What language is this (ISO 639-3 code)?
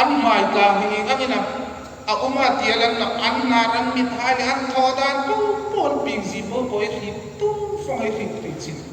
hmr